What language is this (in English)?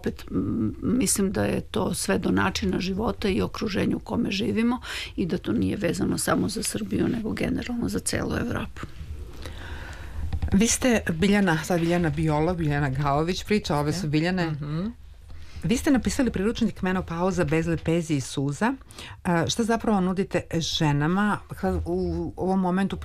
Serbian